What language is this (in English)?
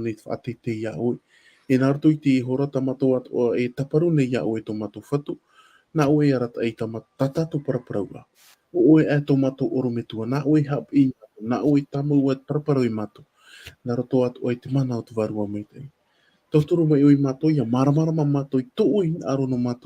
Tahitian